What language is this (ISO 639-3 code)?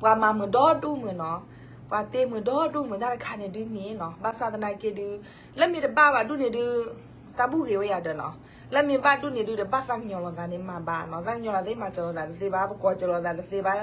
ksw